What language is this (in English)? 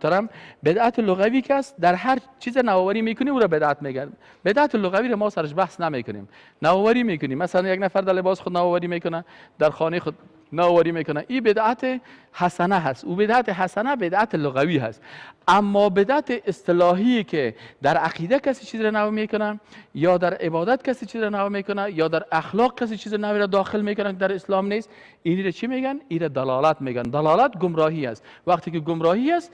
Persian